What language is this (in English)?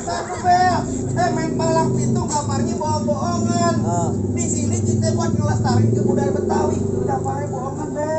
Betawi